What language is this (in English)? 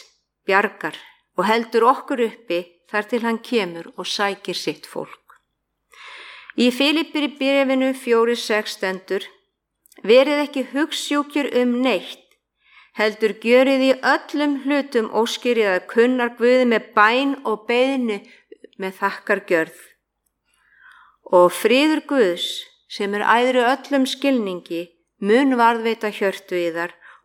Icelandic